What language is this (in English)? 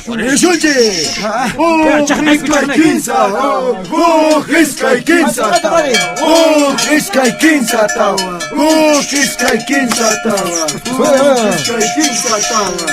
Quechua